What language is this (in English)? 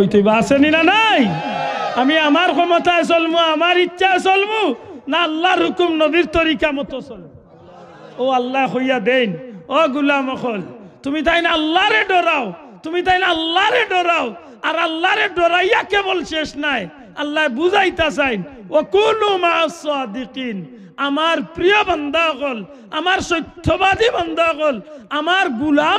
Sylheti